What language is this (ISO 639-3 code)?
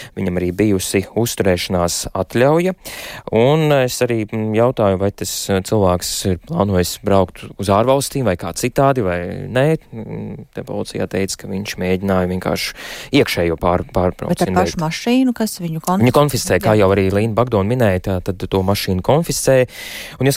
lav